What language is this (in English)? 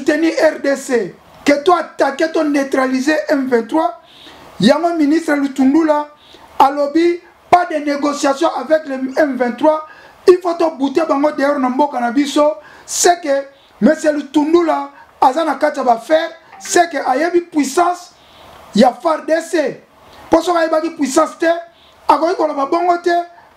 Lingala